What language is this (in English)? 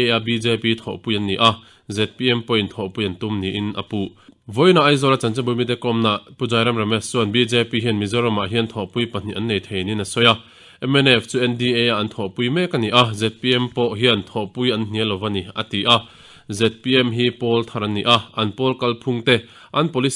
Mizo